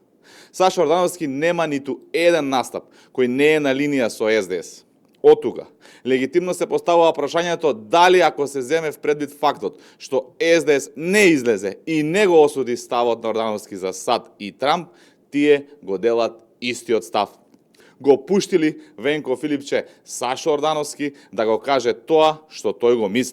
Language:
Macedonian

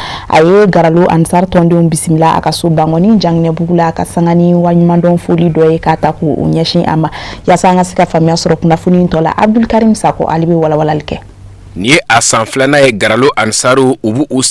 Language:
Bambara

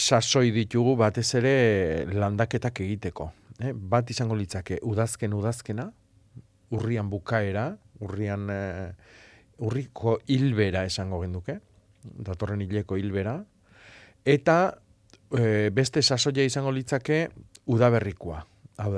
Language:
Basque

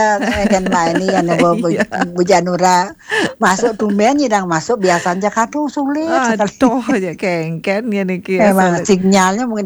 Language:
Balinese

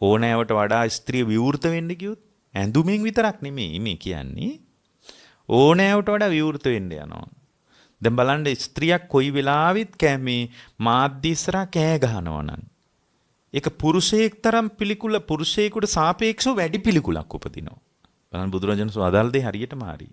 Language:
Sinhala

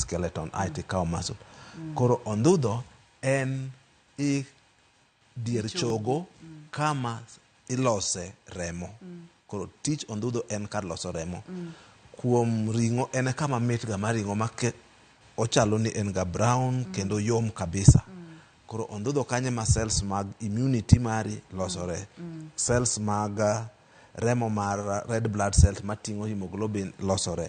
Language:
Luo (Kenya and Tanzania)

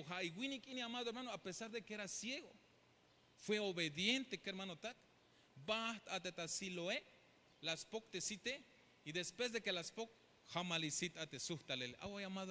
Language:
Tzeltal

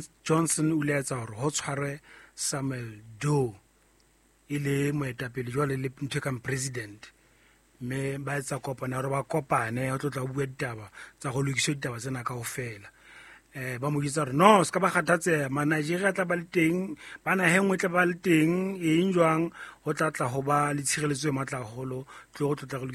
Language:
Southern Sotho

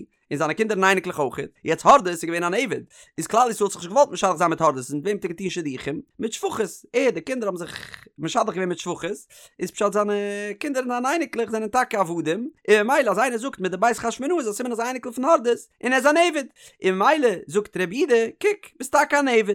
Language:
Yiddish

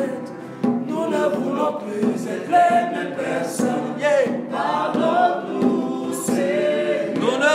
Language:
French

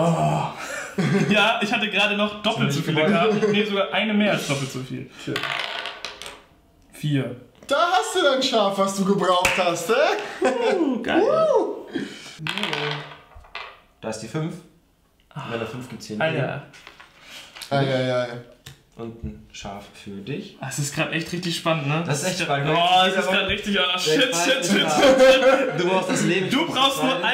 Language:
German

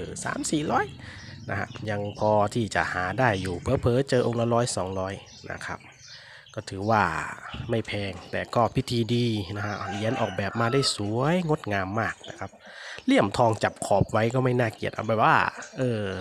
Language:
Thai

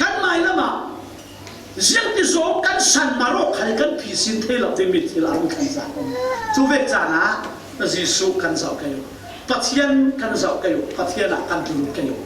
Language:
Falam Chin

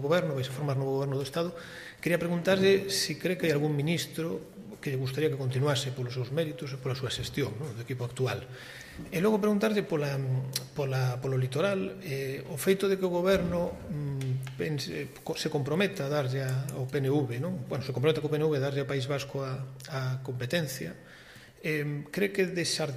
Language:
Galician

